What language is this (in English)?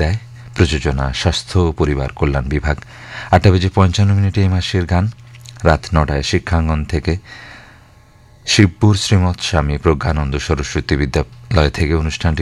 Bangla